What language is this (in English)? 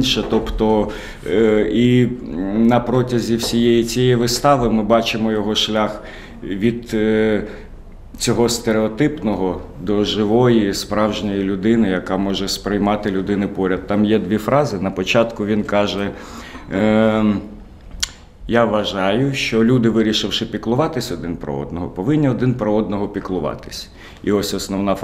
Ukrainian